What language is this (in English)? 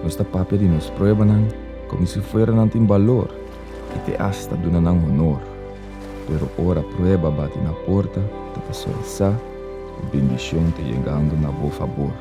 Papiamento